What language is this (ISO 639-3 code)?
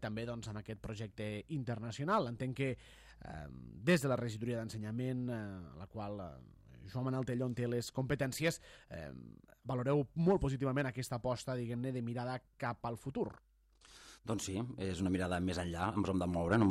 cat